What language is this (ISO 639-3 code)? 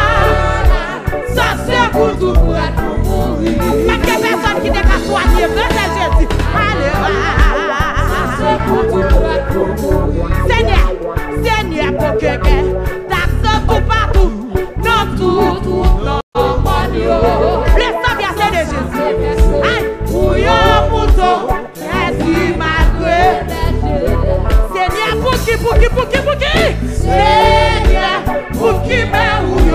fra